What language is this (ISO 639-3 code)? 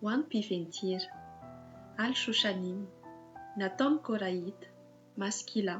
mlg